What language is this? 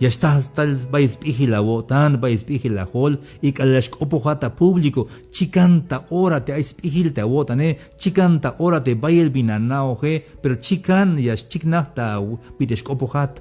Tzeltal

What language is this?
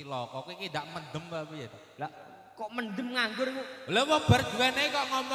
Javanese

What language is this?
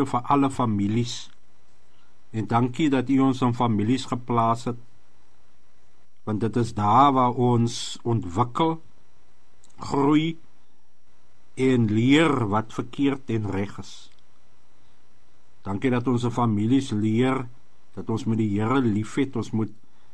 Afrikaans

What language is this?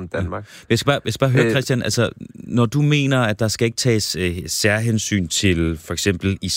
Danish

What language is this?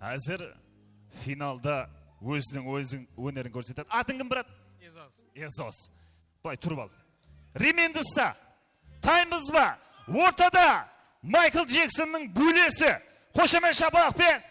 Kara-Kalpak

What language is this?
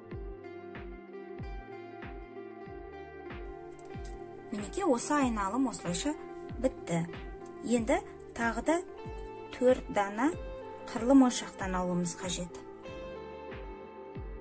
Kazakh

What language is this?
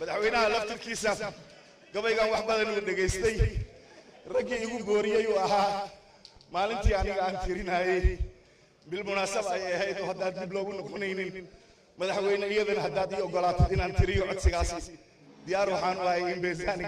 Somali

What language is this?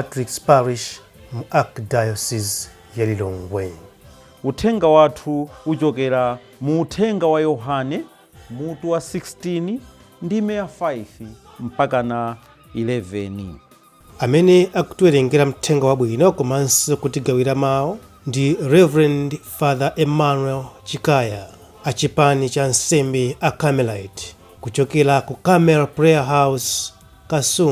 Nyanja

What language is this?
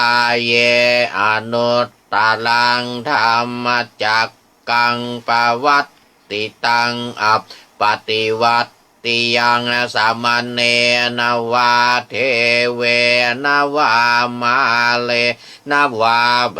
Pali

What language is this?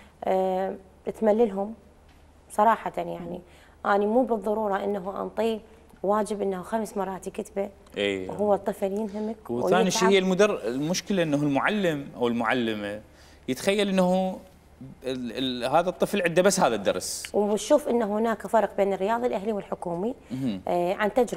Mesopotamian Arabic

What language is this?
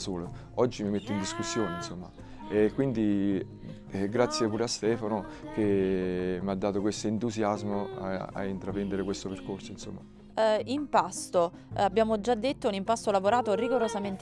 Italian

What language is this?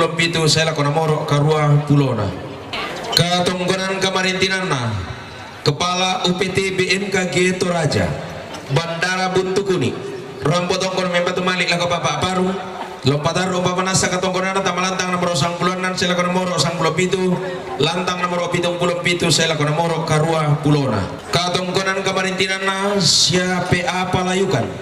Toraja-Sa'dan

